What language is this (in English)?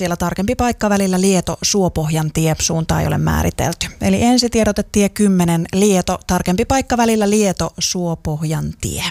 Finnish